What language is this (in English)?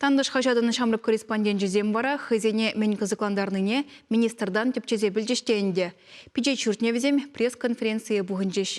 Chuvash